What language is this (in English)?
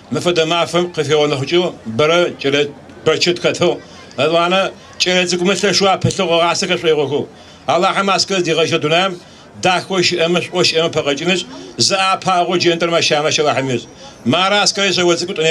Adyghe